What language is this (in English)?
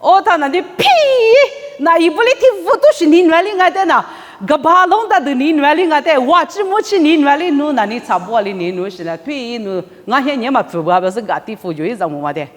Lisu